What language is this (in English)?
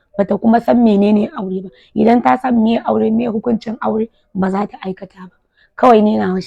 Hausa